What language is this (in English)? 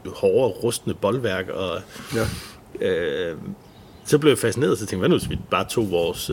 Danish